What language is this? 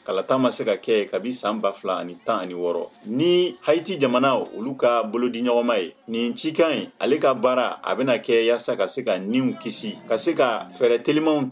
Bambara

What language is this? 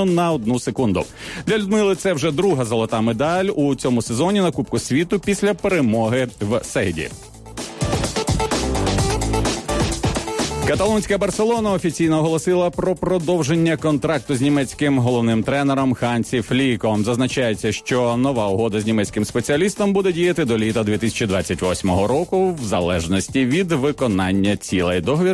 Ukrainian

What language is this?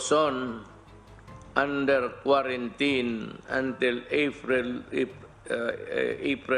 Iloko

